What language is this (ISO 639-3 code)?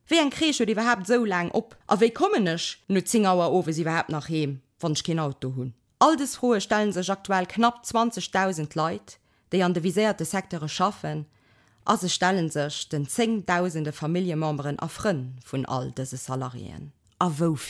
ltz